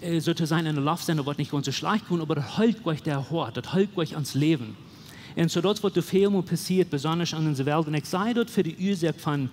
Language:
Plautdietsch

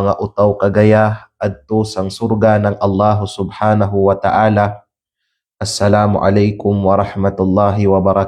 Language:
Kalagan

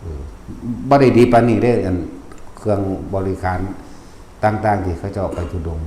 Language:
Northeastern Thai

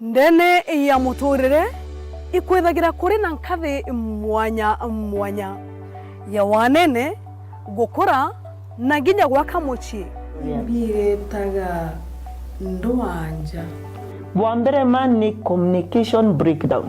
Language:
Meru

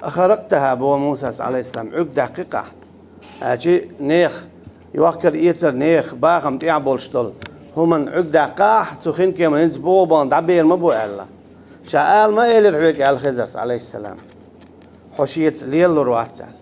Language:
Chechen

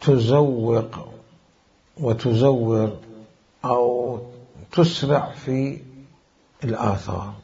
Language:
Mesopotamian Arabic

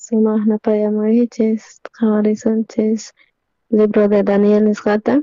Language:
South Bolivian Quechua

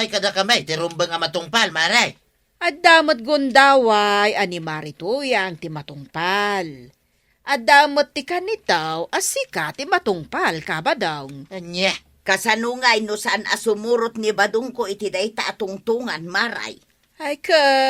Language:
Iloko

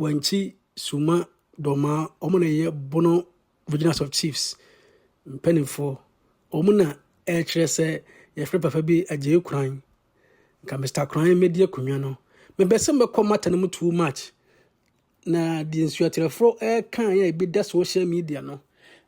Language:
Akan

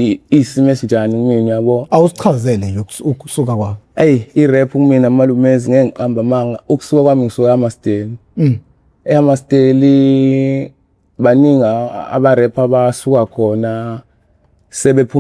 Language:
Zulu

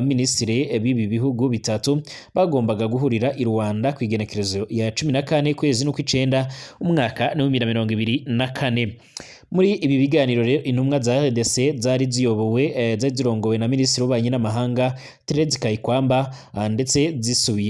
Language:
Rundi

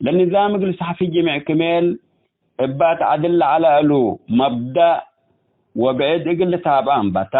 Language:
Tigre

